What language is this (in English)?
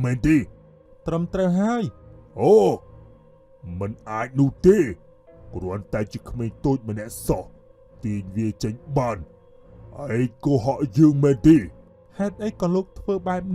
Khmer